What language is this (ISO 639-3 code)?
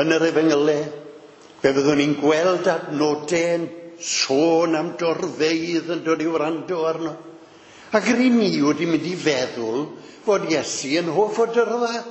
cym